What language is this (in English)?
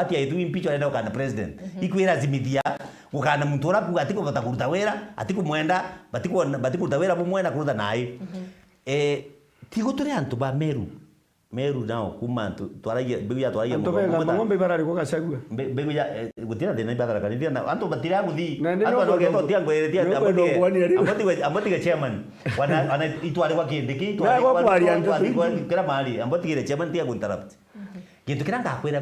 Meru